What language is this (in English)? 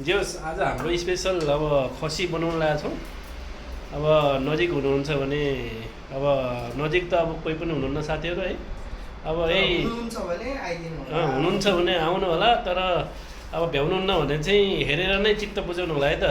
Nepali